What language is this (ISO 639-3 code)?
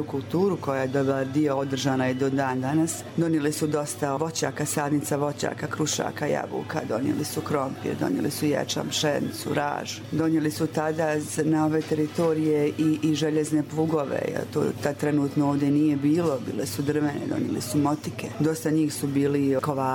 srp